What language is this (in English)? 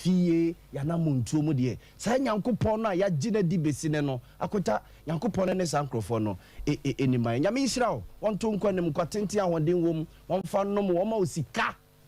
Akan